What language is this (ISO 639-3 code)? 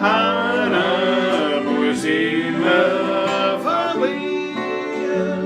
bar